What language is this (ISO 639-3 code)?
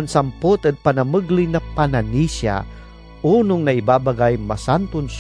pag